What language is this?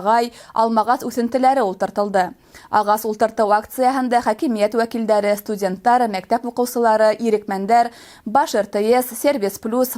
Bashkir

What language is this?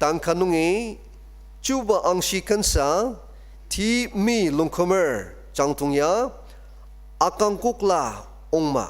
Ao Naga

